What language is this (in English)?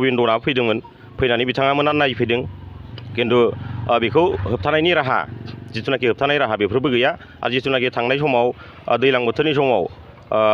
Bodo